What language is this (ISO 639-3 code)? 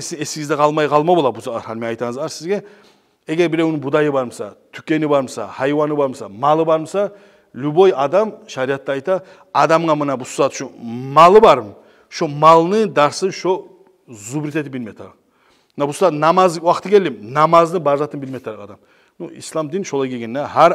kum